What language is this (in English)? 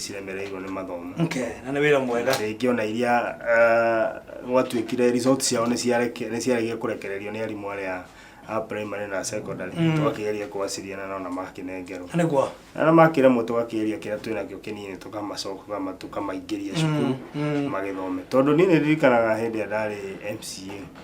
Kikuyu